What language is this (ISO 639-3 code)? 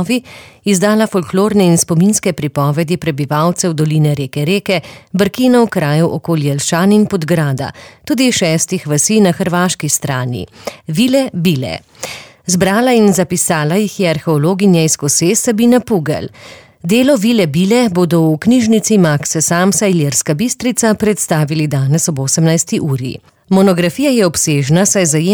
slv